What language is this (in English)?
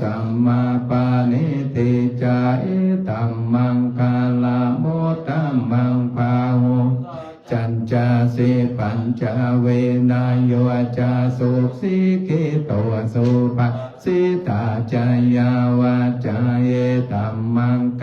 Pali